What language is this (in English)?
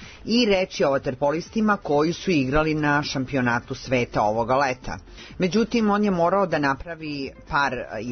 Serbian